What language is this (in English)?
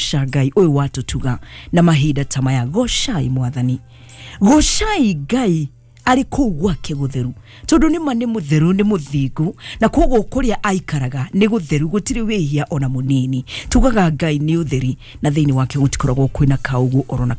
Kikuyu